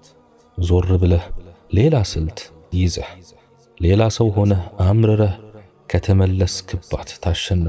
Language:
Amharic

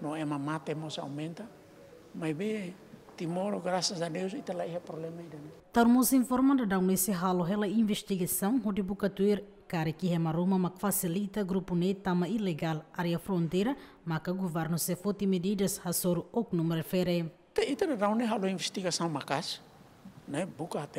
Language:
Tetum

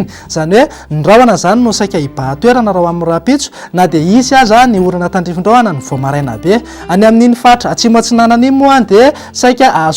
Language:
Malagasy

